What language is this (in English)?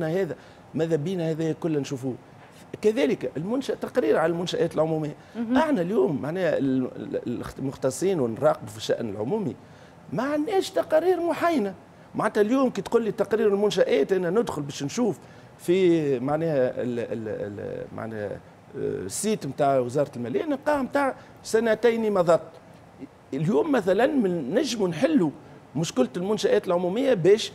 Tunisian Arabic